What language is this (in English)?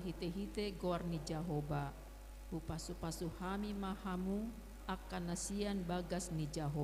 Batak Toba